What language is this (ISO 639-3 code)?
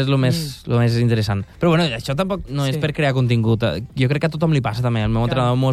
cat